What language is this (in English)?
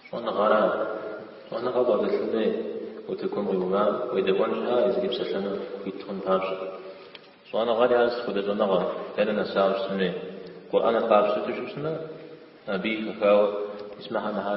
Kabardian